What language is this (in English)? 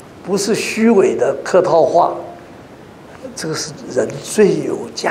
Chinese